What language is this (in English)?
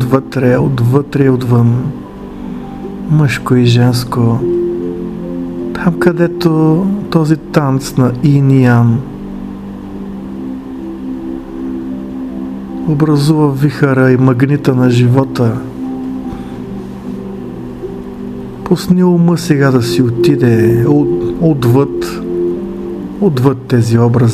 Bulgarian